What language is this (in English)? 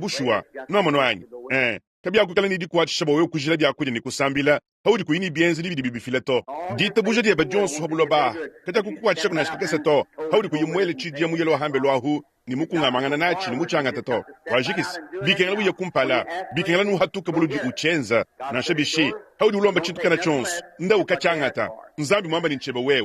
Luba-Lulua